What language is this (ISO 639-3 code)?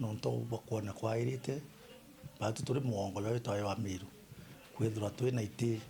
mer